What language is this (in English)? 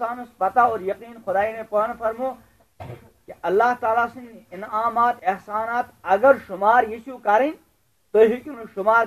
Kashmiri